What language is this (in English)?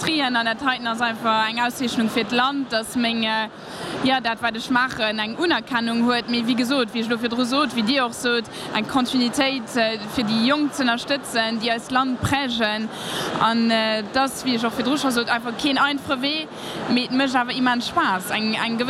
Luxembourgish